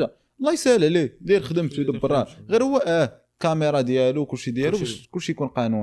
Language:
Moroccan Arabic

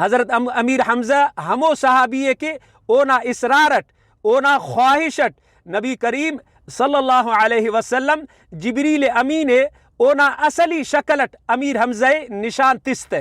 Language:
Brahui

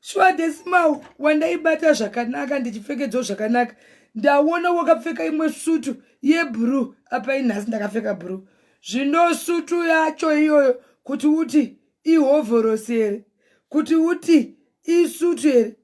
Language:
Shona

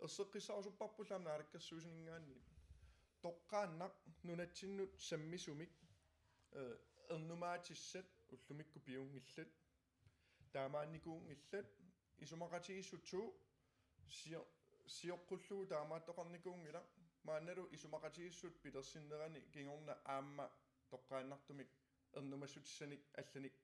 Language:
Kalaallisut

